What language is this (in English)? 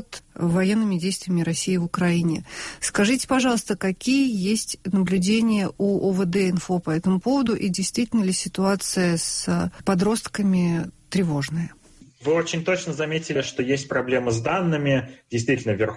Russian